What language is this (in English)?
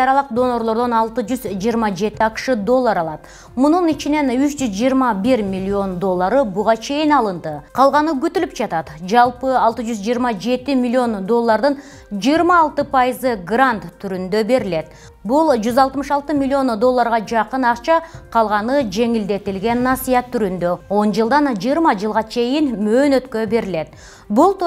Kyrgyz